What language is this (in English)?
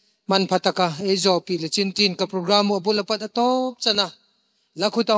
Tedim Chin